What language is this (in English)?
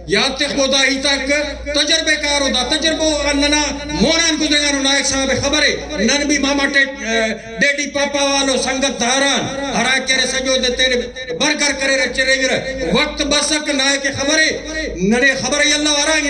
Brahui